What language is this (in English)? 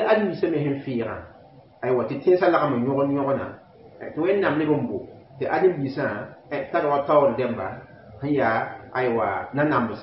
Mossi